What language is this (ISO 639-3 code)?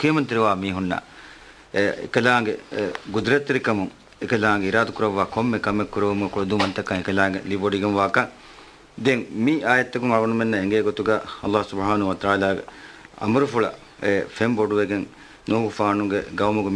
div